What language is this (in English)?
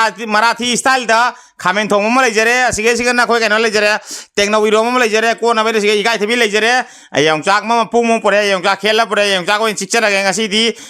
Manipuri